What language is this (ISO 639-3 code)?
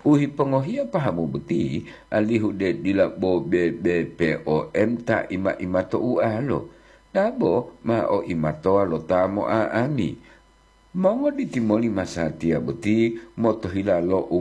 gor